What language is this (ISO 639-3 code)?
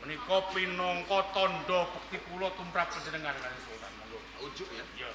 jav